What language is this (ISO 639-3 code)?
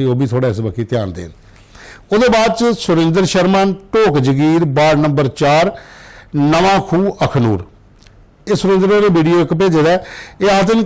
doi